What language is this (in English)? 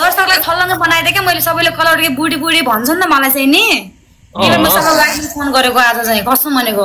Nepali